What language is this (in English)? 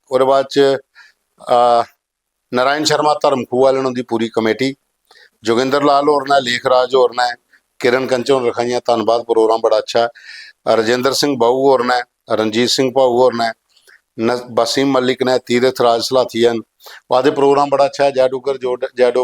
Dogri